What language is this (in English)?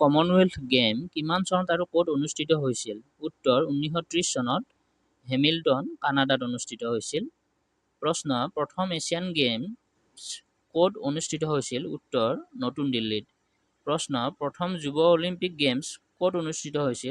Assamese